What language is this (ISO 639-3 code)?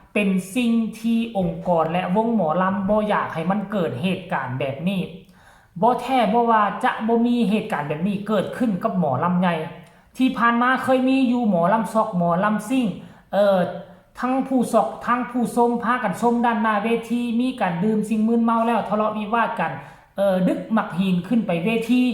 tts